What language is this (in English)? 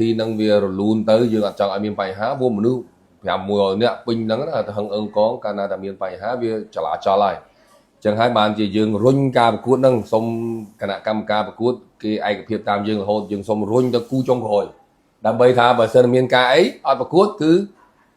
Khmer